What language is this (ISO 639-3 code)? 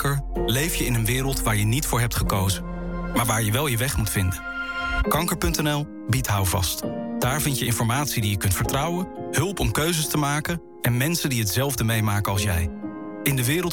nld